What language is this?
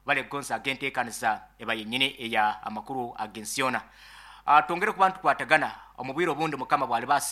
Nyankole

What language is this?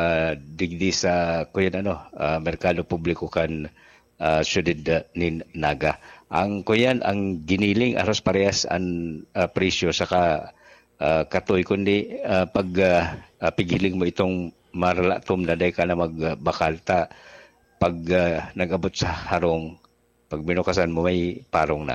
Bikol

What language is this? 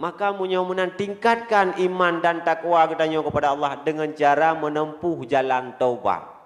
Achinese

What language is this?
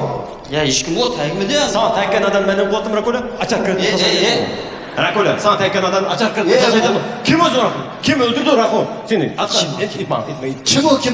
Uyghur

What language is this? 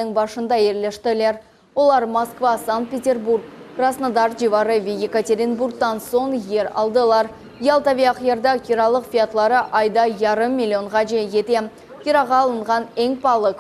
Crimean Tatar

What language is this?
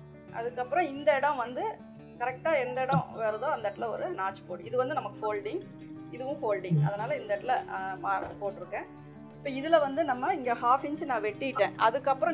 Tamil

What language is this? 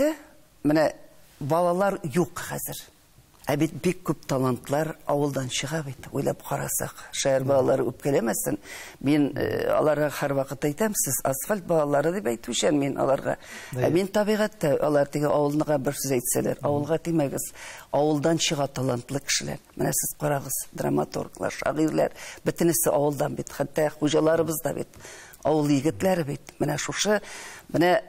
Tatar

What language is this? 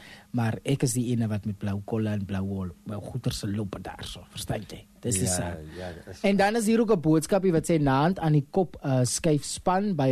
Afrikaans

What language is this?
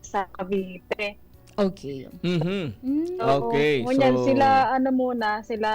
Bikol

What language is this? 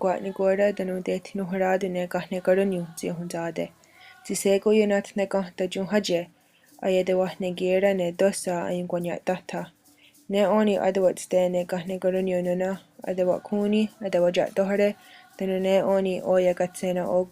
Mohawk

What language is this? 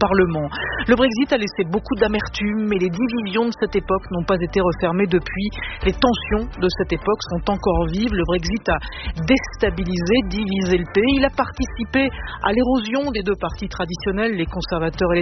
French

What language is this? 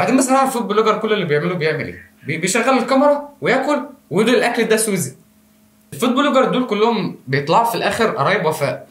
Egyptian Arabic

